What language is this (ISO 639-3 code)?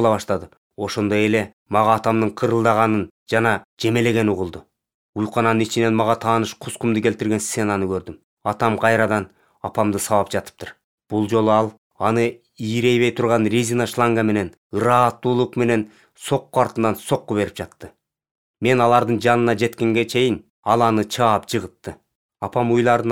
kir